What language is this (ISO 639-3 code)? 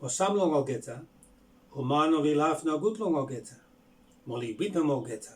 bis